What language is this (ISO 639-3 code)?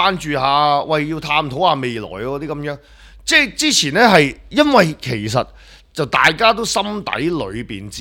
yue